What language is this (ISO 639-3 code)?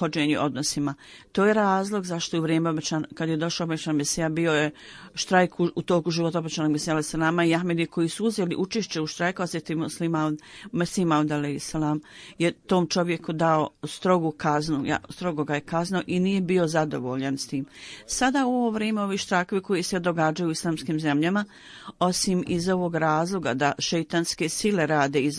bos